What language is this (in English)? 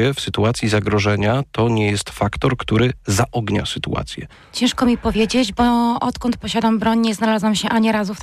Polish